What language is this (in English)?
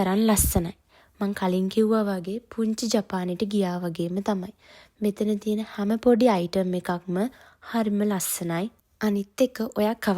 Sinhala